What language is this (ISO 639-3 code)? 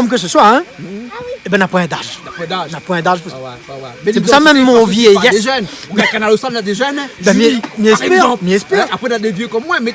rcf